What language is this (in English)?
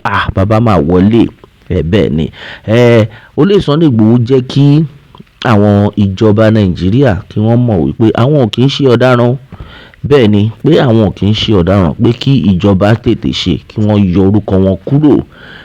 Yoruba